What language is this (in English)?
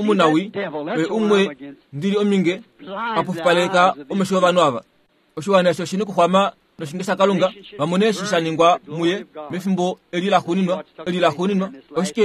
Kuanyama